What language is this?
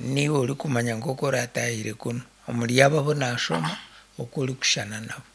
Nyankole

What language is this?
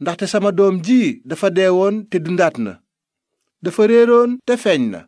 Wolof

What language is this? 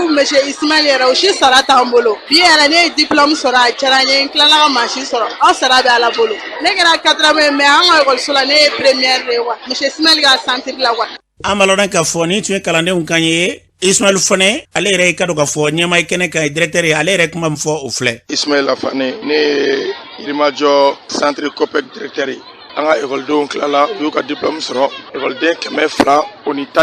Bambara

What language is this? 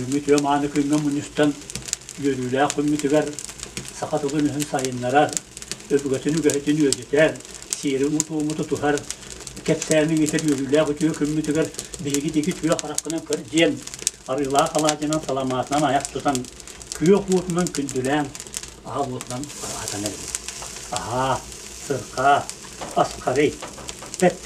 Yakut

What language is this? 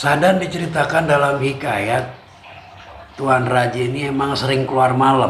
Betawi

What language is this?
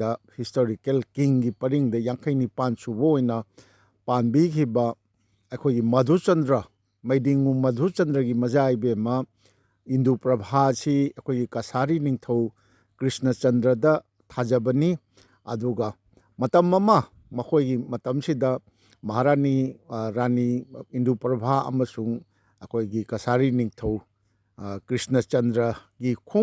Manipuri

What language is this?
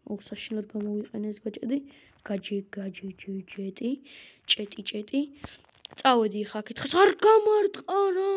Georgian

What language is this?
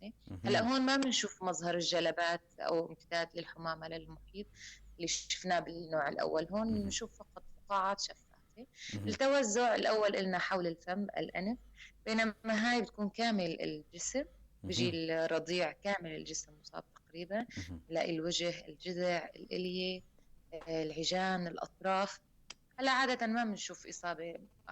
North Levantine Arabic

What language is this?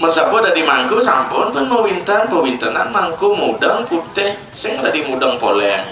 Balinese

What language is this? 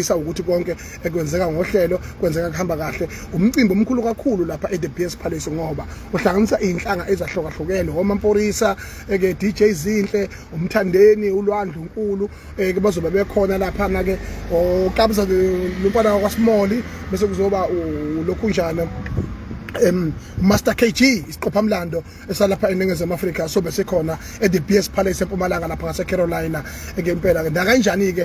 Zulu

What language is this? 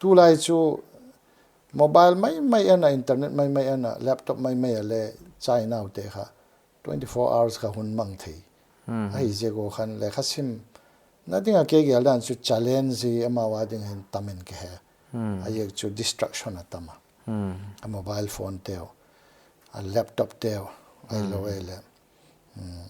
Paite Chin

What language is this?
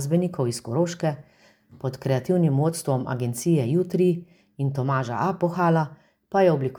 Slovenian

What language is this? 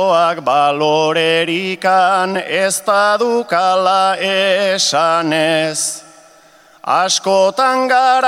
Basque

